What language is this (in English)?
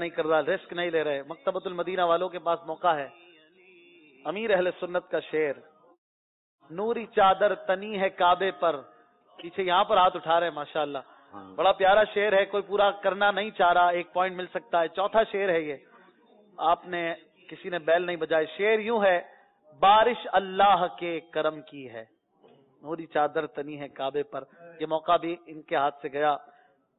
Urdu